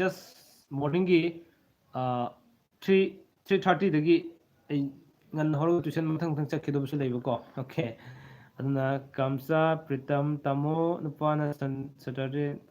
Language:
Manipuri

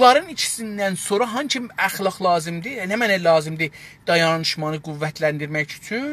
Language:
South Azerbaijani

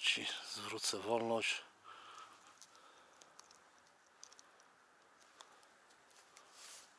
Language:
Polish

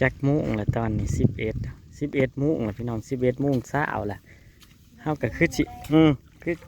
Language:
Northeastern Thai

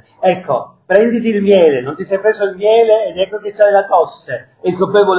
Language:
Italian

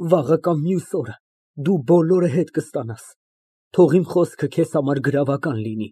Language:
Armenian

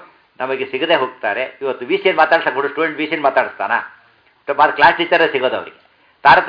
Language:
Kannada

